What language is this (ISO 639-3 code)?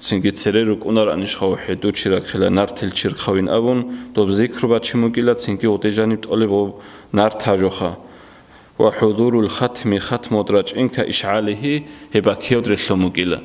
ava